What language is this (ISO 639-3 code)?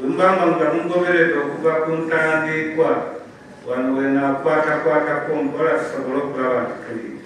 xog